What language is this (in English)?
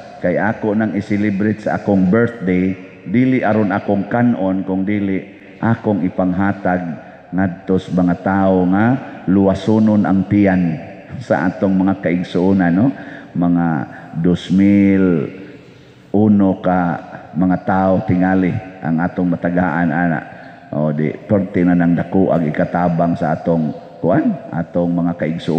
Cebuano